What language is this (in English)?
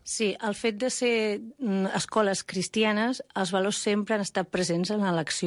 Catalan